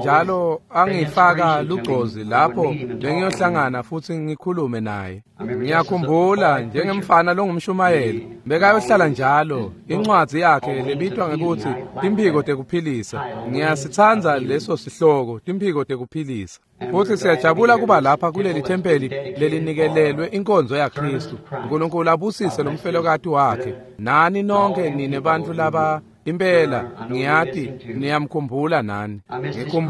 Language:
Swati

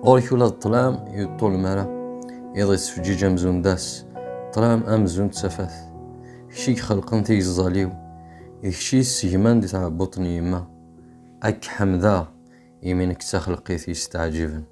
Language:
Kabyle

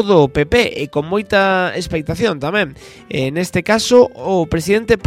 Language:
Galician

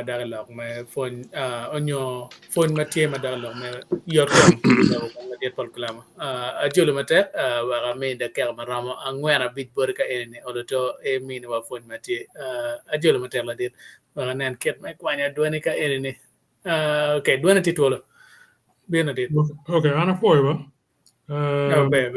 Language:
Acoli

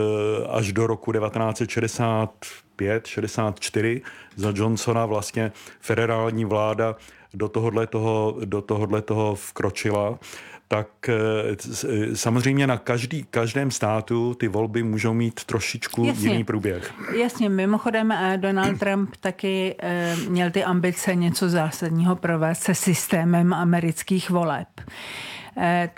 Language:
Czech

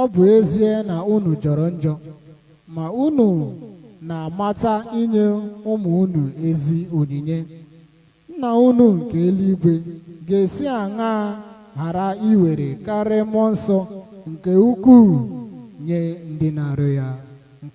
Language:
Igbo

